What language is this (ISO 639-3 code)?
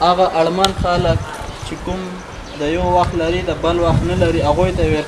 pus